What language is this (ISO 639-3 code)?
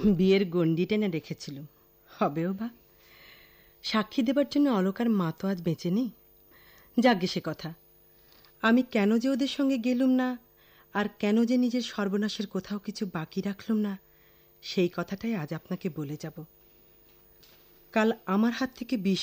ben